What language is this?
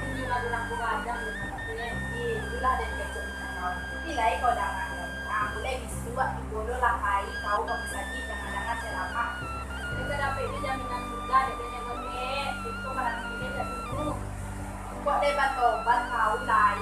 Minangkabau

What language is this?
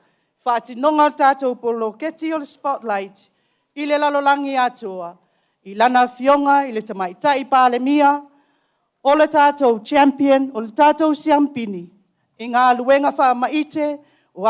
Samoan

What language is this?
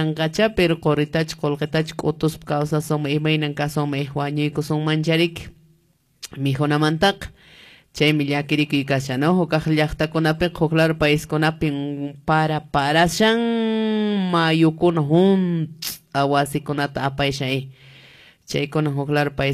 Quechua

